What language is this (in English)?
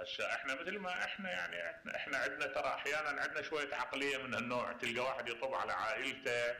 Mesopotamian Arabic